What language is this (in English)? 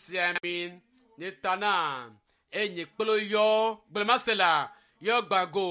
Ewe